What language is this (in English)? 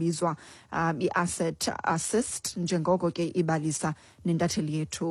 Xhosa